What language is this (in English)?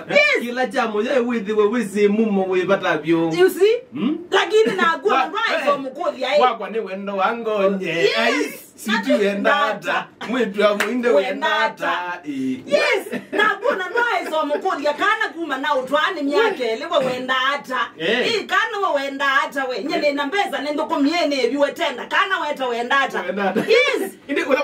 Kamba